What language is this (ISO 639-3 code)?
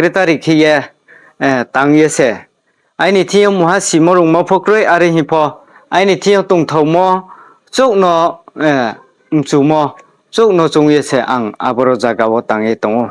ria